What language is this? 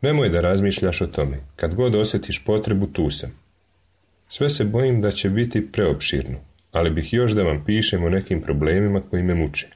Serbian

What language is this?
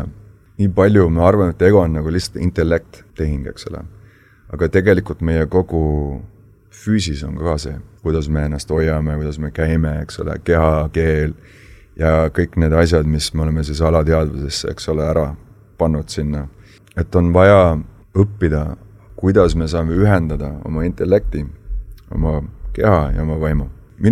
Estonian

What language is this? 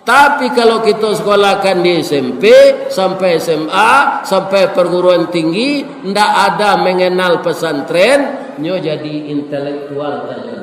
Minangkabau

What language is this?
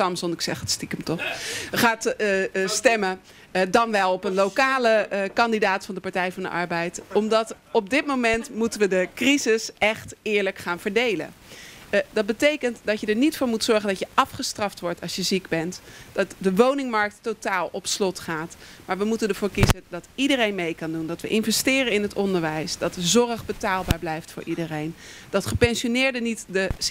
Dutch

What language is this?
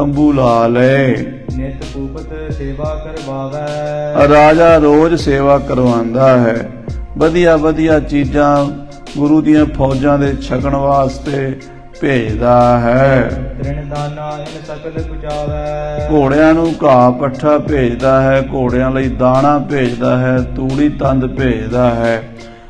Punjabi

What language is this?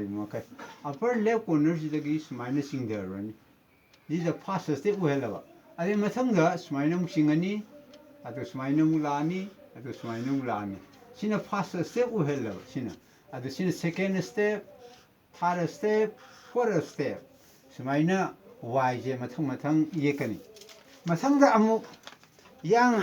Manipuri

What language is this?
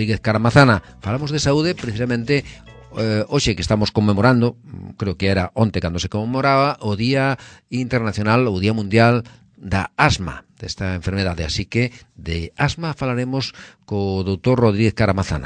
Galician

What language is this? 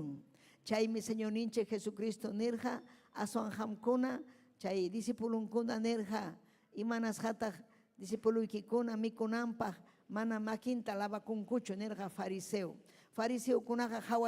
Ayacucho Quechua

